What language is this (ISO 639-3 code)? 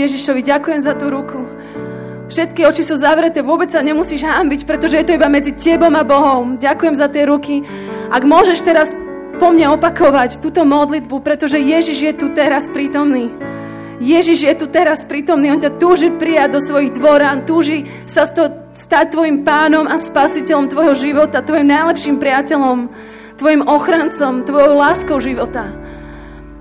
slk